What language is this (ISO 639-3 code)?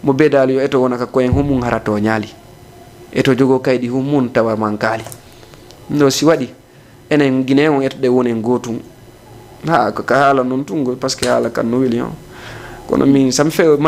ful